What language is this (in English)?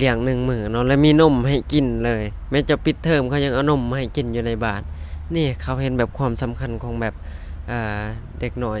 Lao